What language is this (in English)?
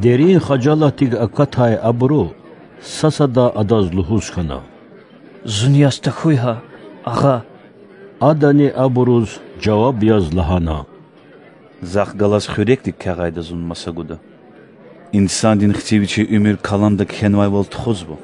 Lezghian